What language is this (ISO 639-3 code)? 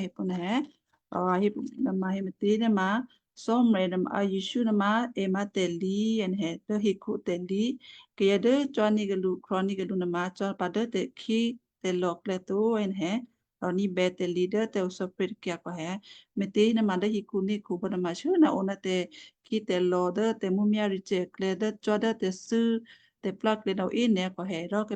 kyu